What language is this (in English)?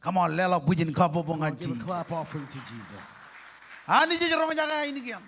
Marshallese